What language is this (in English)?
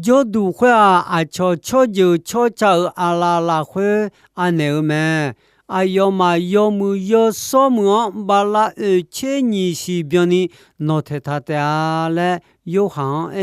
Akha